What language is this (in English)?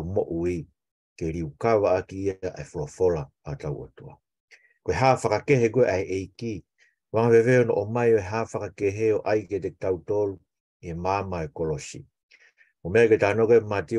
Tongan